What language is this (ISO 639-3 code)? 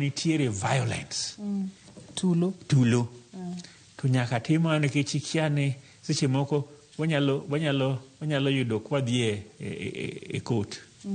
luo